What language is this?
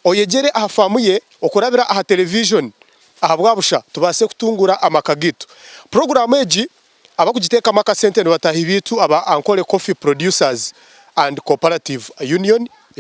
Nyankole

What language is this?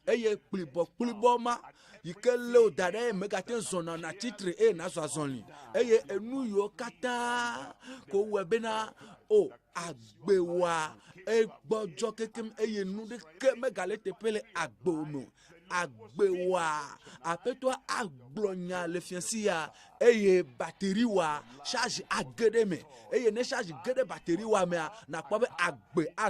Ewe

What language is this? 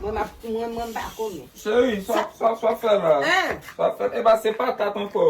Haitian Creole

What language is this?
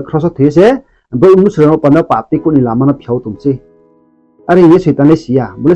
Riang (India)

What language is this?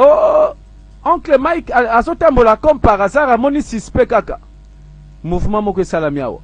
Lingala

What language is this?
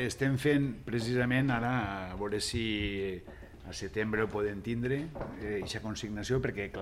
Catalan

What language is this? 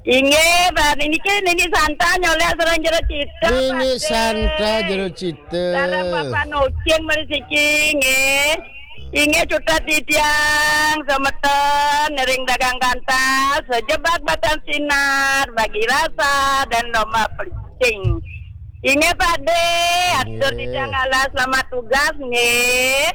Balinese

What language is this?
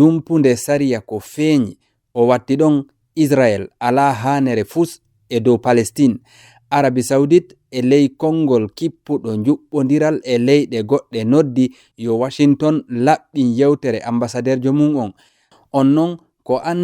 Fula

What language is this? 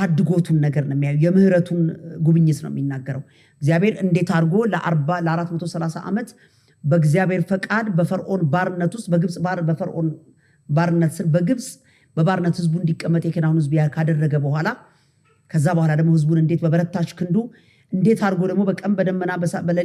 Amharic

